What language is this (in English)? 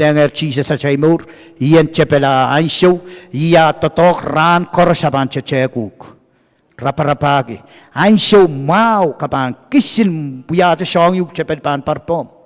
Pohnpeian